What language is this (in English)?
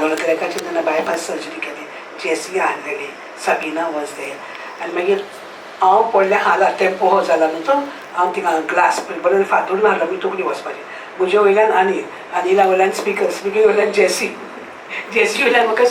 Konkani